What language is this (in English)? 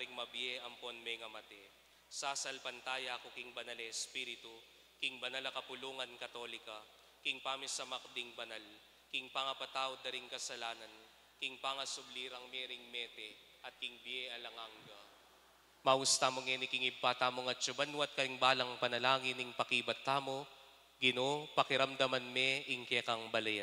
Pampanga